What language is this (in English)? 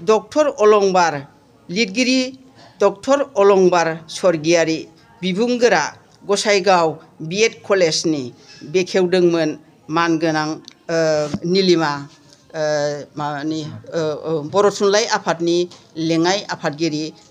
Bodo